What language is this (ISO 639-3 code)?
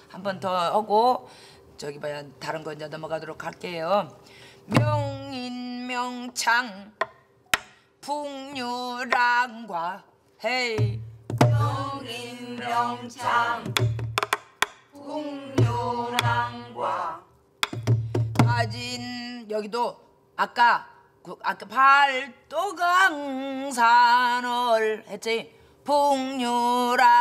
kor